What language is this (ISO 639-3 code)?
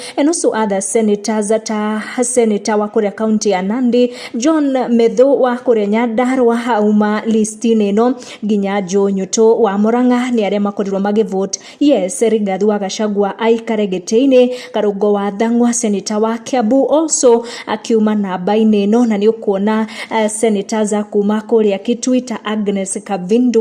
kik